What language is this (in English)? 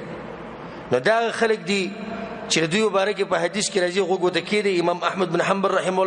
Pashto